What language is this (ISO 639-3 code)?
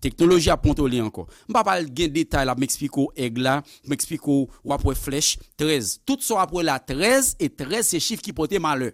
hat